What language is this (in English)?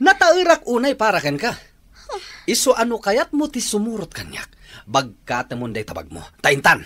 Iloko